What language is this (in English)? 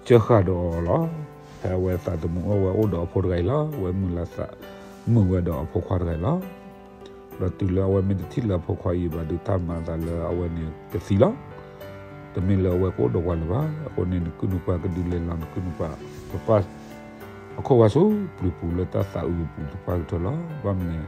S'gaw Karen